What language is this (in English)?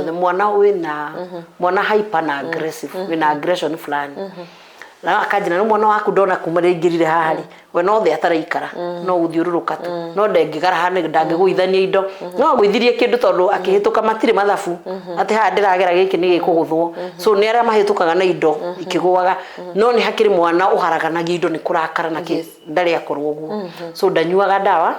Kikuyu